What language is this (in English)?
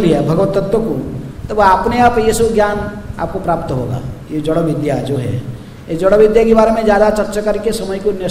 Hindi